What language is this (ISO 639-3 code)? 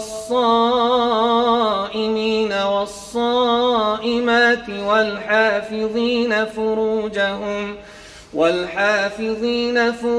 fas